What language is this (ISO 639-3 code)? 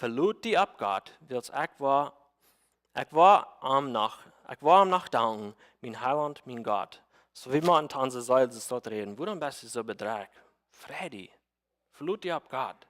pdt